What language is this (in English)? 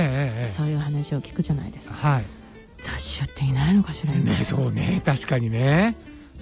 Japanese